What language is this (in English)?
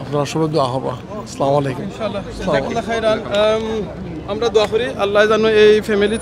Sylheti